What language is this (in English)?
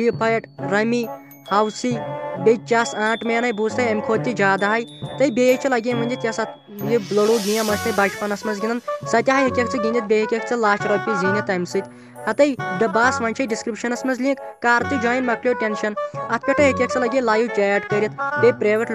Kashmiri